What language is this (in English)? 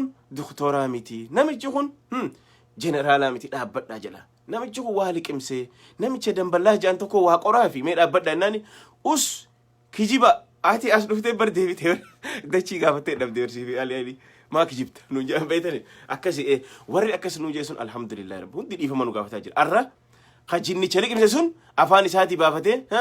Oromo